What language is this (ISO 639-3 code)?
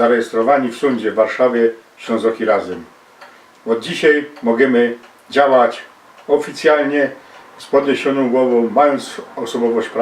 szl